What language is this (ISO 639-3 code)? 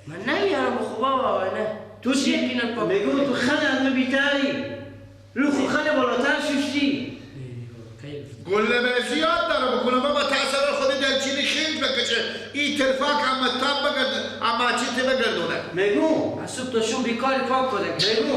fas